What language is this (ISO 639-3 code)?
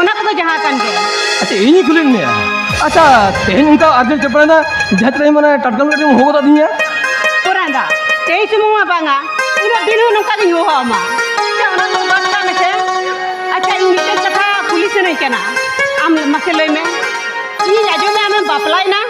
sat